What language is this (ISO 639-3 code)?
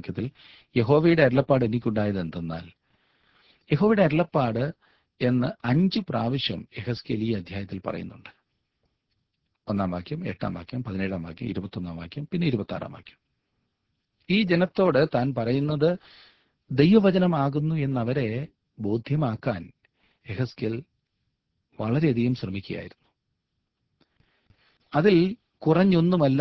mal